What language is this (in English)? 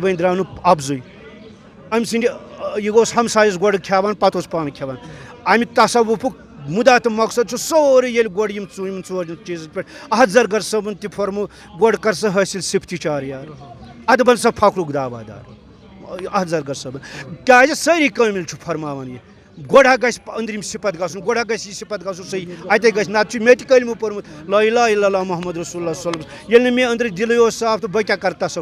Kashmiri